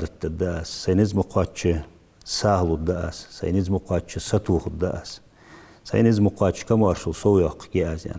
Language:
Ingush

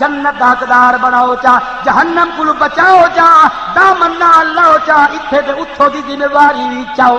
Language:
Saraiki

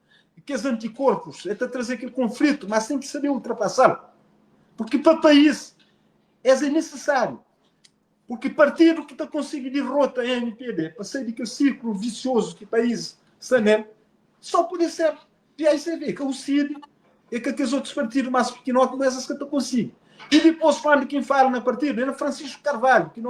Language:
Kabuverdianu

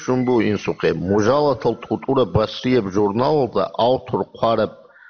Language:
Avaric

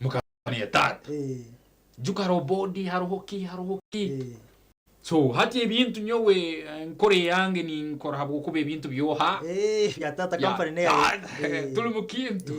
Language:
Nyankole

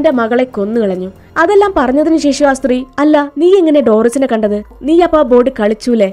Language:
Malayalam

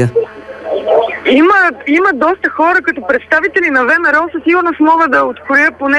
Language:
Bulgarian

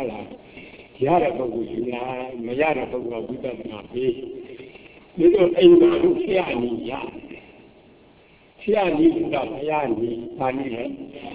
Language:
Burmese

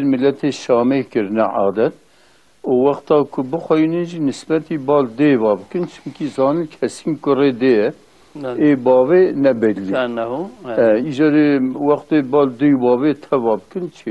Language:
Kurdish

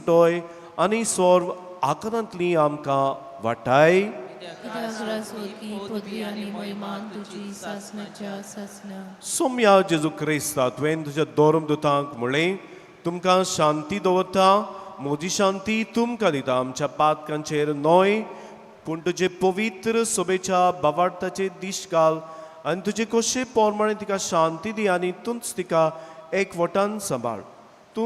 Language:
Konkani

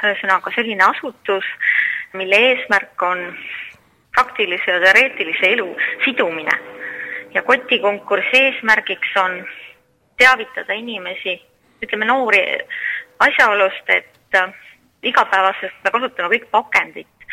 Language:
Estonian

